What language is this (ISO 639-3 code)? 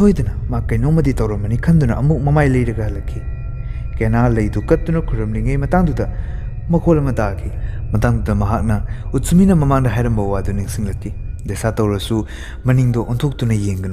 mni